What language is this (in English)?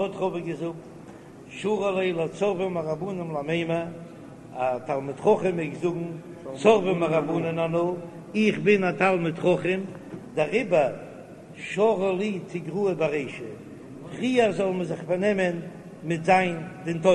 Yiddish